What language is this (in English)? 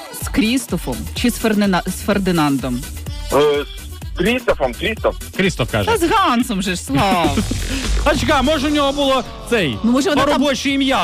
Ukrainian